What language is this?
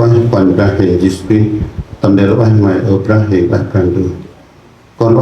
Central Mnong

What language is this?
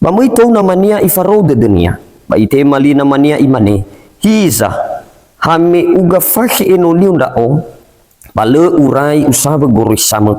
Nias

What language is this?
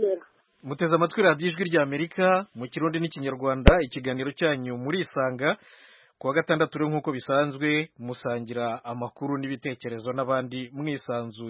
Kinyarwanda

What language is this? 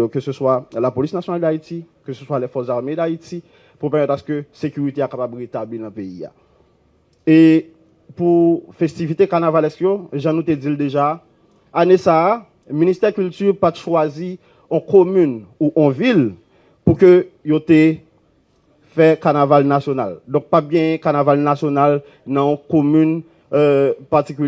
Haitian Creole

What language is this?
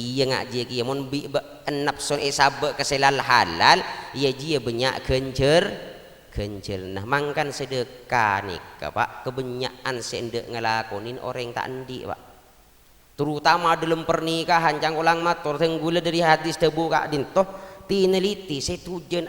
Madurese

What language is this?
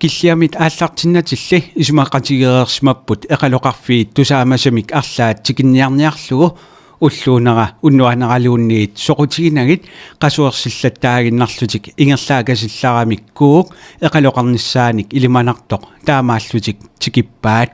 Kalaallisut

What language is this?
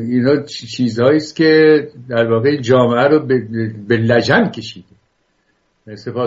Persian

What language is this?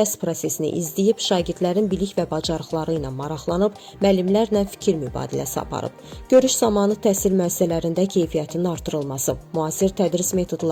Azerbaijani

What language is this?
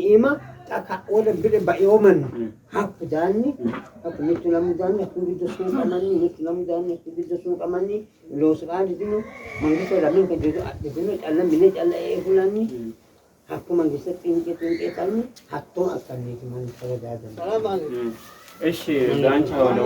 Sidamo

